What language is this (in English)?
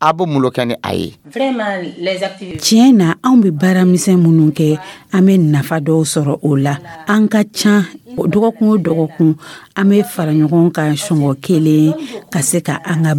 Dyula